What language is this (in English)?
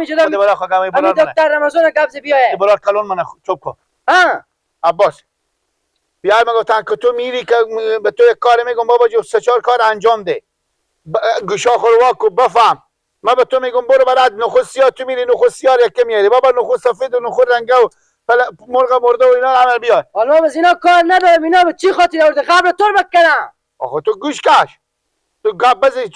Persian